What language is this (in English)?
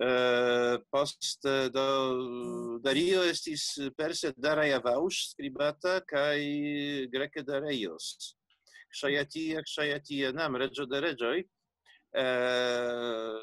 Esperanto